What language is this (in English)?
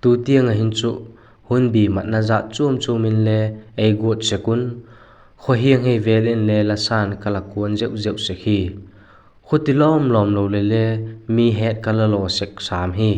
Vaiphei